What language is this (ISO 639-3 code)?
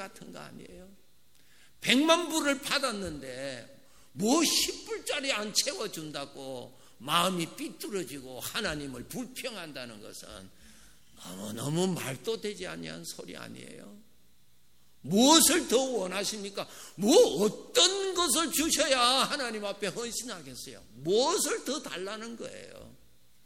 kor